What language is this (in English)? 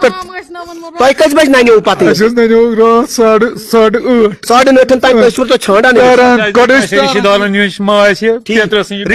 Kashmiri